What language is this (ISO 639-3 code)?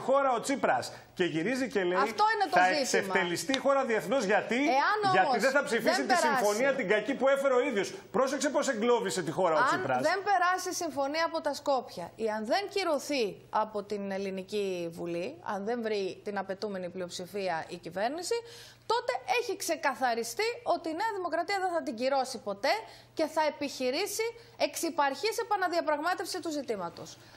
ell